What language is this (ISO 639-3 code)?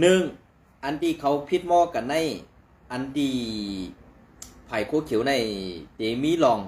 shn